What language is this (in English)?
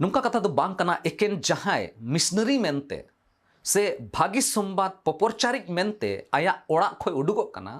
Santali